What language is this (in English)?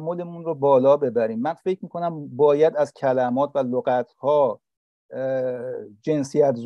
Persian